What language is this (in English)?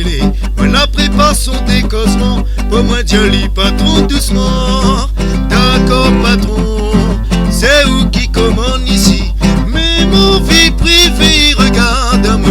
Réunion Creole French